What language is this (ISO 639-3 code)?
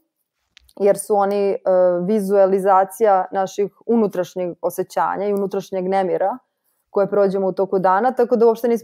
srp